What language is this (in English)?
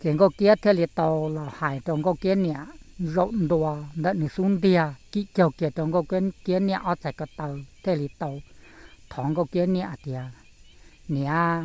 Hmong